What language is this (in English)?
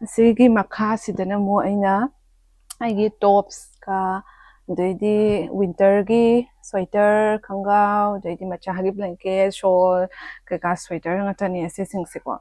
Manipuri